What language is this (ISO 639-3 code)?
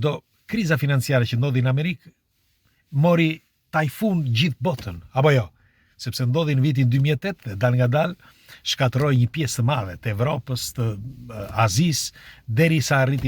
sqi